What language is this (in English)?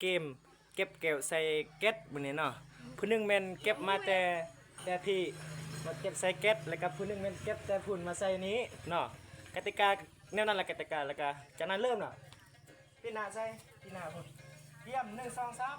Lao